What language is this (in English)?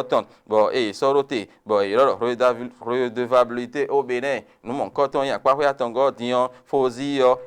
Fon